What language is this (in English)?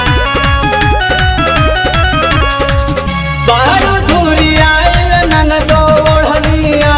Bhojpuri